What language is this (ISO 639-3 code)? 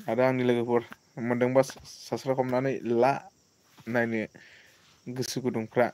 brx